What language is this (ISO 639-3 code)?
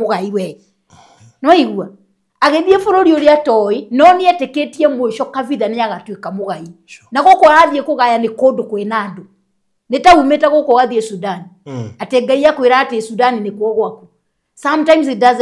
kik